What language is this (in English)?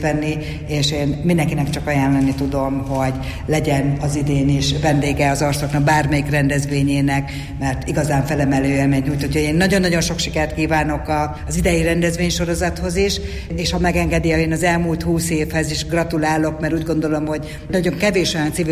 Hungarian